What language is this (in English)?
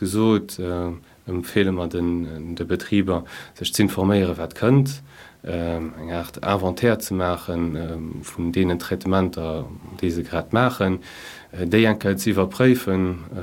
Luxembourgish